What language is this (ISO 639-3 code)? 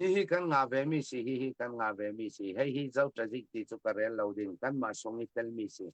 cfm